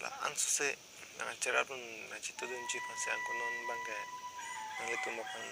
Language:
Karbi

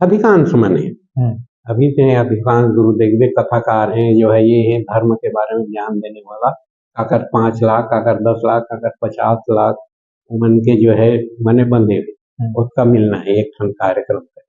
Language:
Chhattisgarhi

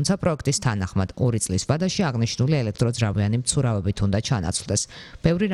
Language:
Georgian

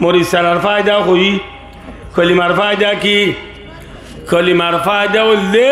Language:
Rohingya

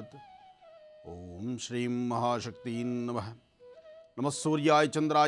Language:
Kannada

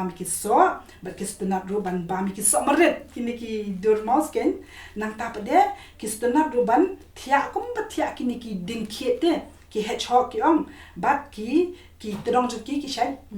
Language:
Khasi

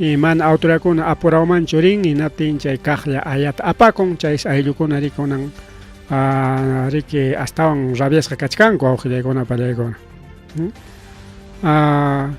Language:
Ayacucho Quechua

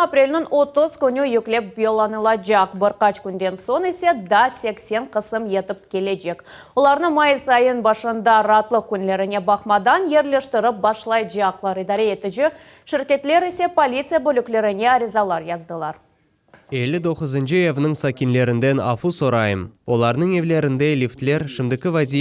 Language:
Crimean Tatar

